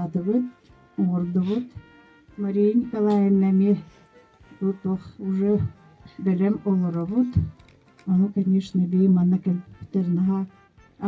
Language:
Yakut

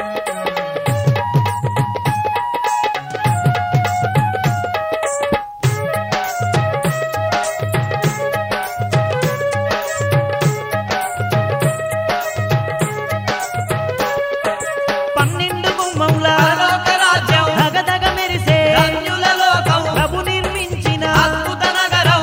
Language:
Telugu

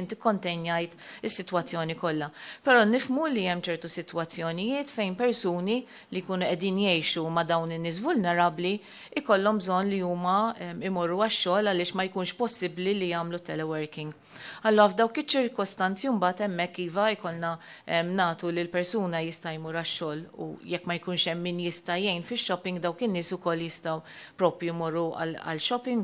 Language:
Maltese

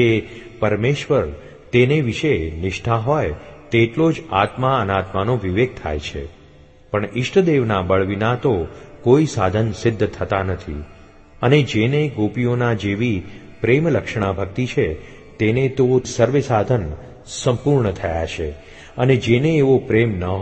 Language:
Gujarati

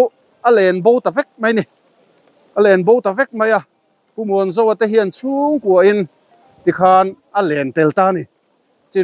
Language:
Mizo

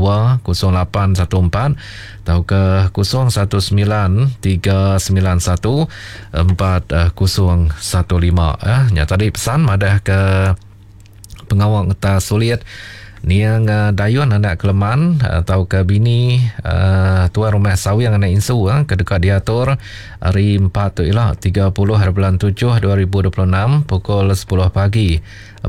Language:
Iban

